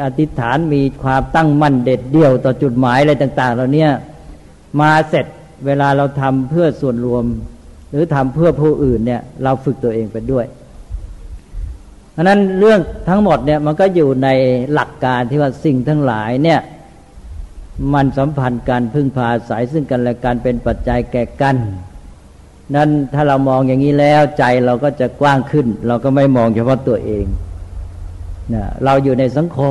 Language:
Thai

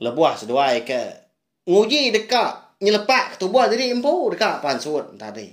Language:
Iban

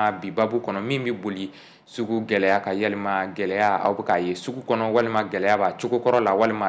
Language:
Bambara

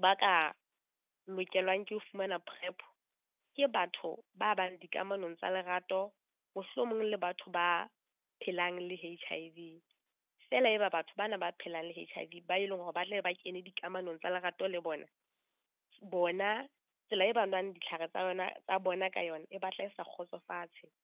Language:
Southern Sotho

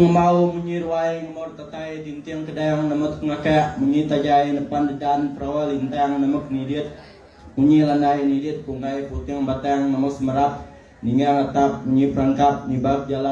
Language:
Iban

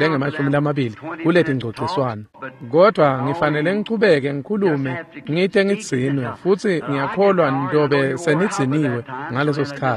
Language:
Swati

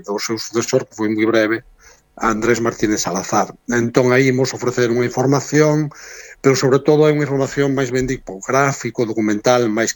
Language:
Galician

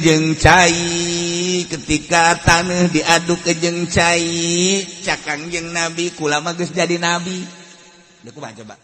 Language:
Sundanese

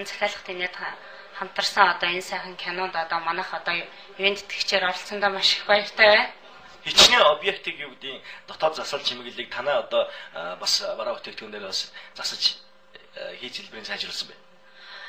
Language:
Mongolian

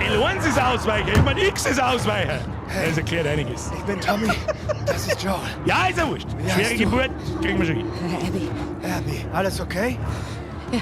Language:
Bavarian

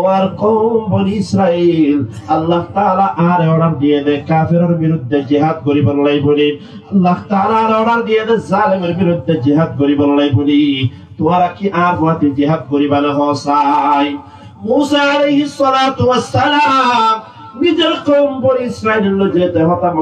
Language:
Rohingya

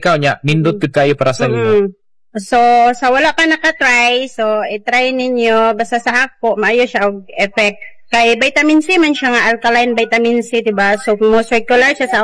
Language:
Cebuano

